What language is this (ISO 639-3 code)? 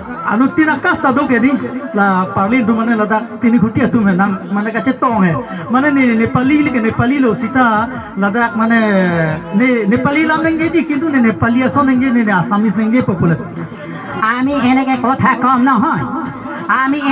mjw